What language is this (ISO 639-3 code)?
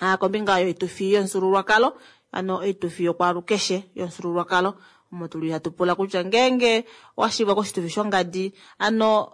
kua